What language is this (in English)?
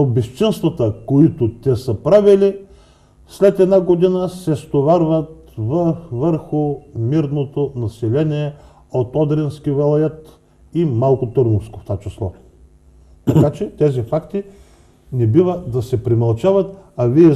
Bulgarian